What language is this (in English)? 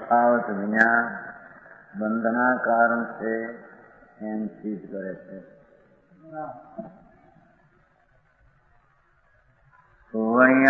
Gujarati